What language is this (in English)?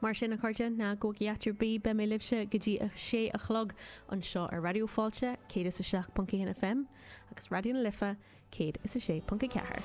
Irish